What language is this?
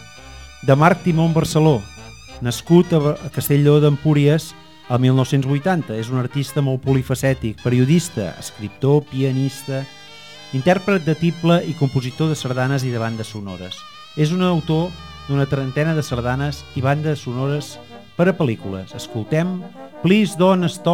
Catalan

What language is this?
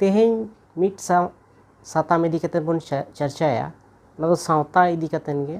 Santali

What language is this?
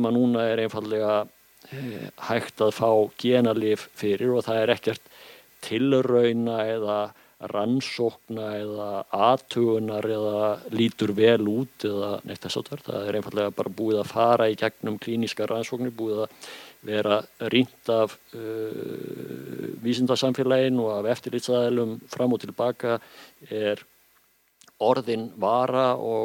Icelandic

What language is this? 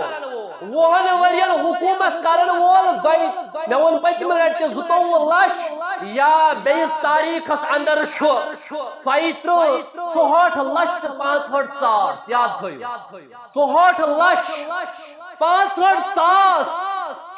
Kashmiri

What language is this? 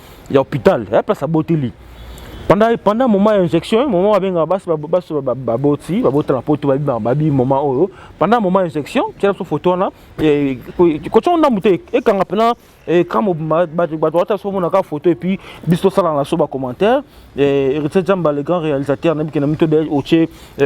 Lingala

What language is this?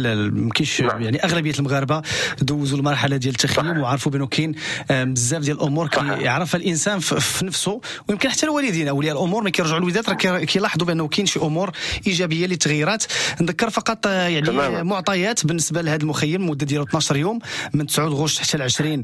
Moroccan Arabic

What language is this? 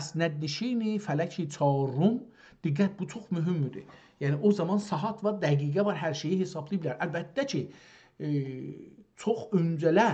South Azerbaijani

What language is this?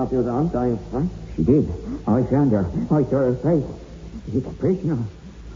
English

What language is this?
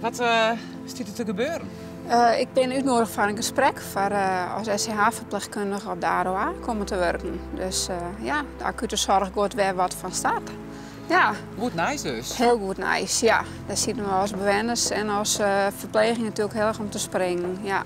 Western Frisian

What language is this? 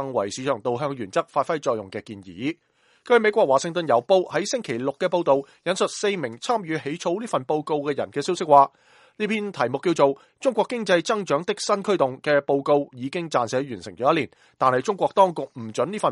Cantonese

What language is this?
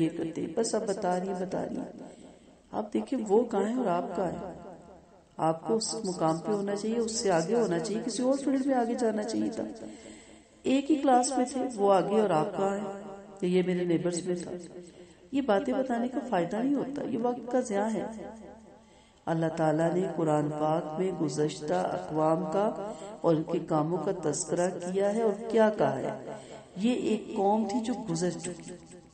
Urdu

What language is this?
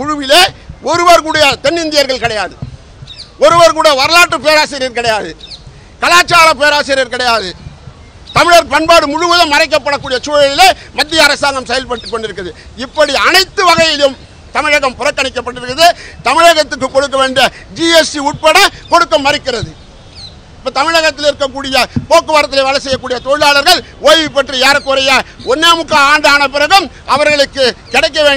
Tamil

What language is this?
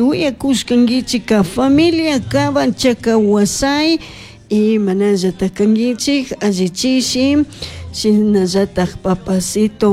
Chimborazo Highland Quichua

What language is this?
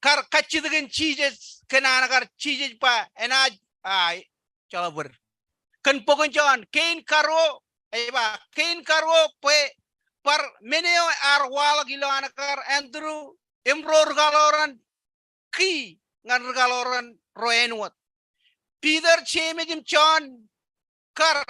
Marshallese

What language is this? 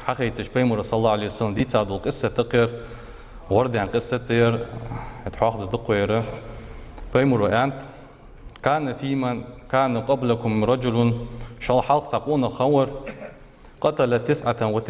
Ingush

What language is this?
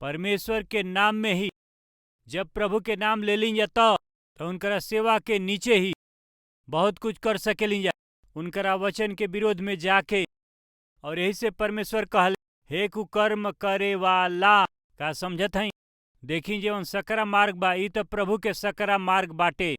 Bhojpuri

